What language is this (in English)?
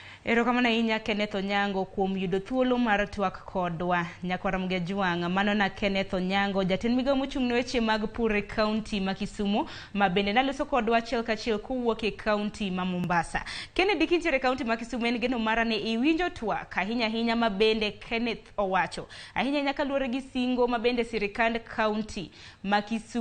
Luo (Kenya and Tanzania)